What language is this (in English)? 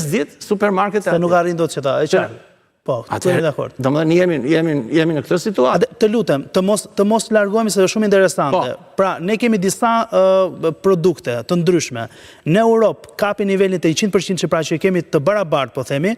Albanian